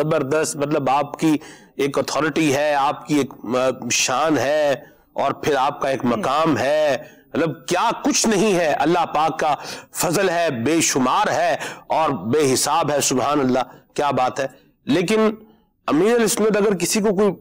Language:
Urdu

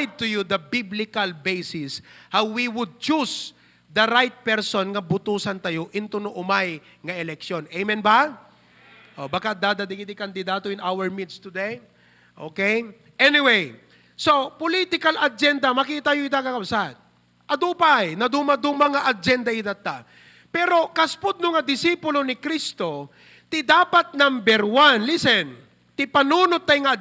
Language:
Iloko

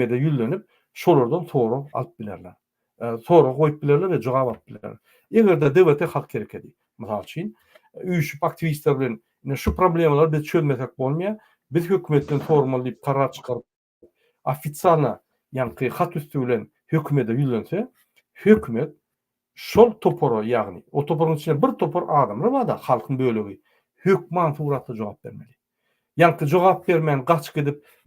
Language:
Turkmen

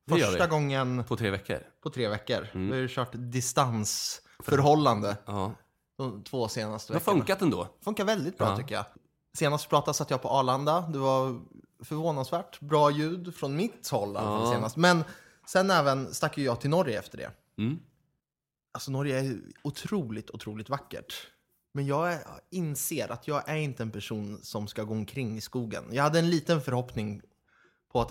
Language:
Swedish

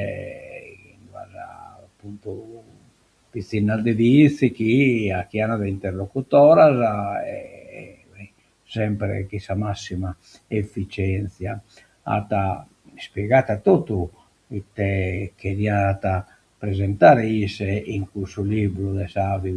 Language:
Sardinian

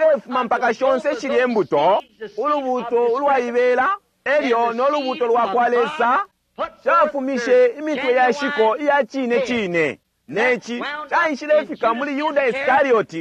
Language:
Bemba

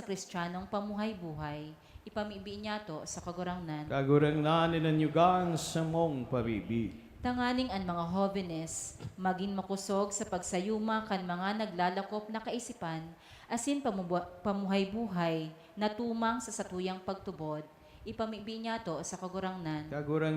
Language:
Bikol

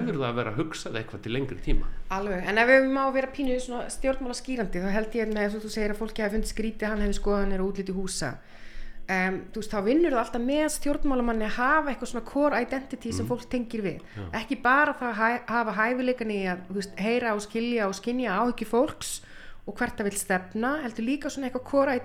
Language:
Icelandic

